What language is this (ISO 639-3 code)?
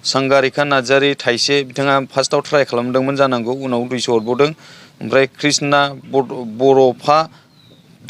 brx